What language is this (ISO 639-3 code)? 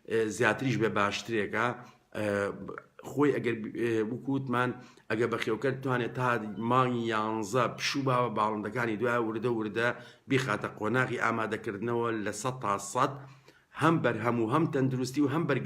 ckb